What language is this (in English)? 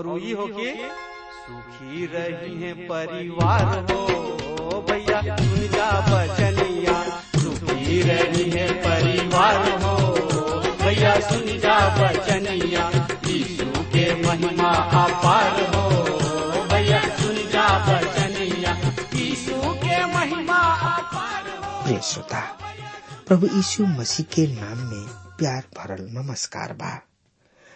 Bhojpuri